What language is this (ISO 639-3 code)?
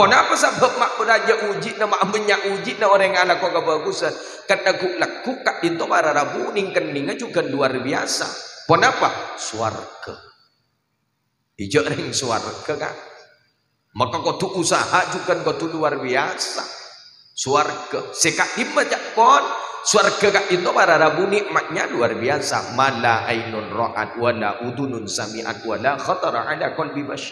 mad